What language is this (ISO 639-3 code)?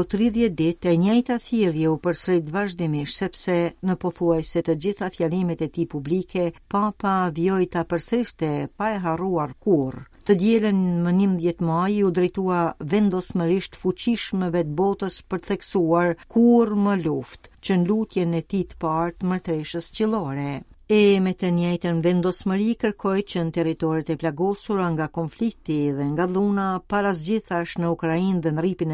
sqi